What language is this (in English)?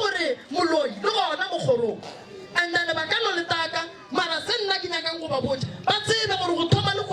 Northern Sotho